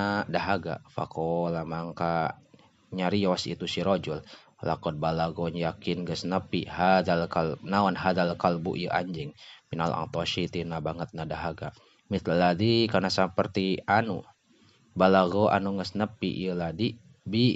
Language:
Sundanese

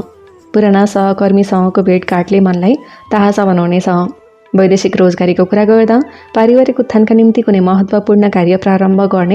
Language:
Nepali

